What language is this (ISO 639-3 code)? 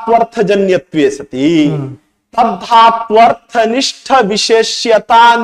san